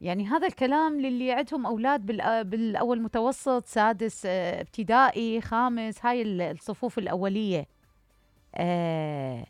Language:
Mesopotamian Arabic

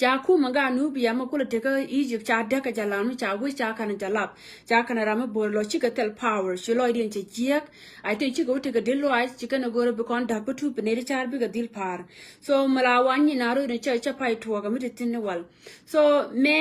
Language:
Nuer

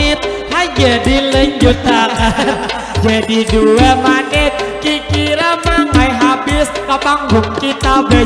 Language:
Banjar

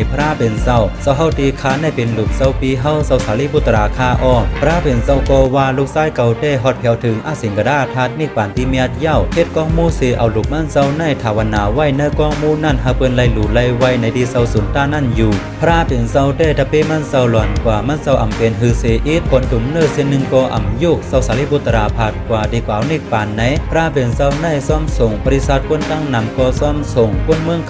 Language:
Shan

